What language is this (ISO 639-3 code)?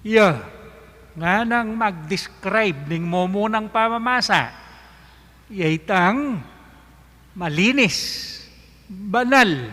pam